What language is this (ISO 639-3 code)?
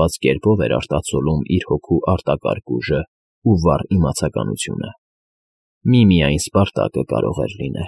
hye